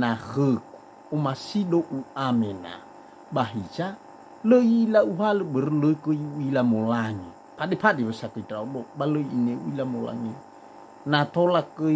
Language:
Nias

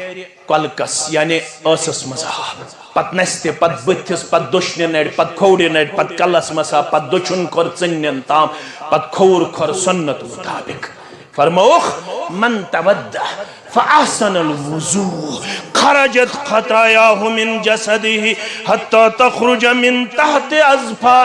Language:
Kashmiri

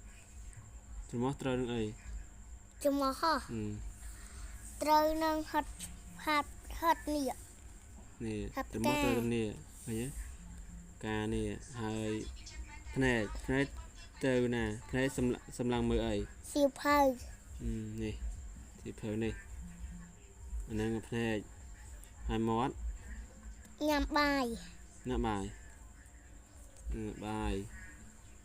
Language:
Khmer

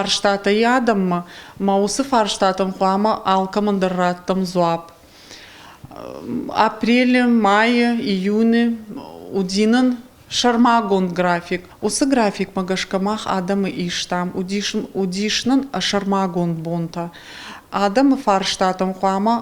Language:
Ossetic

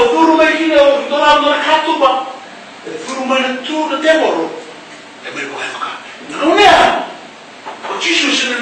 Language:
Fijian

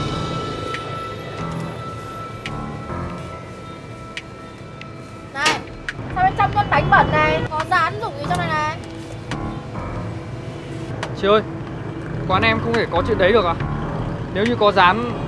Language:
Vietnamese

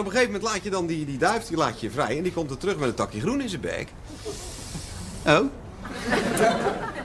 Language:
Dutch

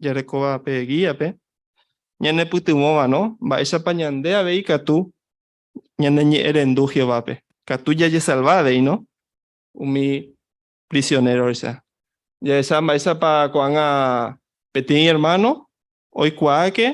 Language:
Guarani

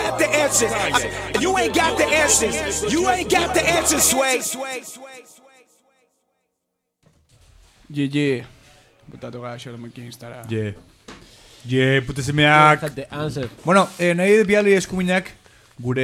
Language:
Basque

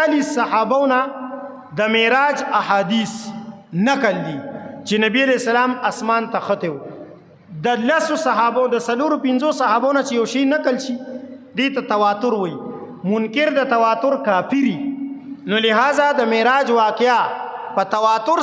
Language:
Pashto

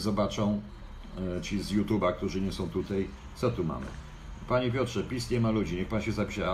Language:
Polish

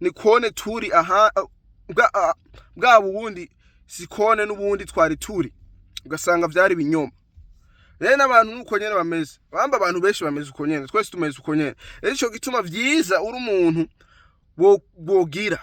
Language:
Rundi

